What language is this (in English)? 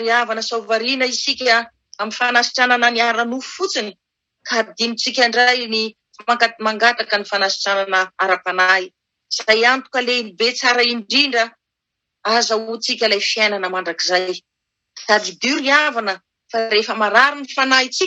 Malagasy